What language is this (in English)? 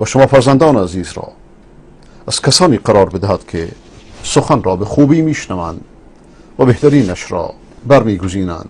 Persian